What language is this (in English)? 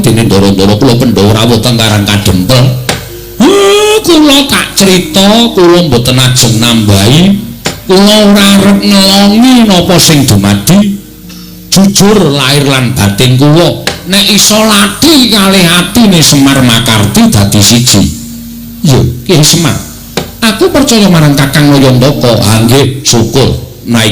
Javanese